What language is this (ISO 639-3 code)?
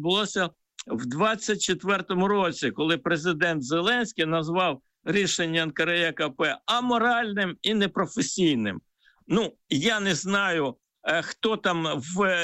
ukr